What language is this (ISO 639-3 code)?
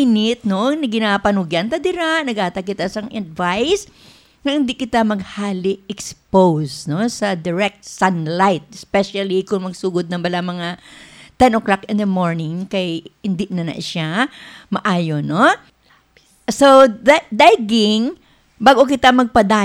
hil